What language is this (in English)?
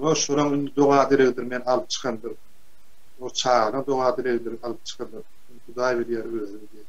Turkmen